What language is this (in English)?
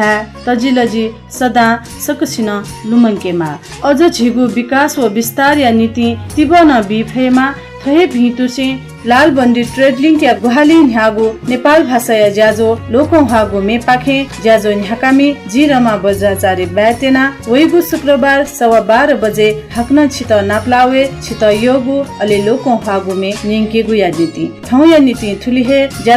Newari